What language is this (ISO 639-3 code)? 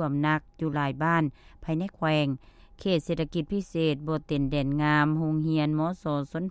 lao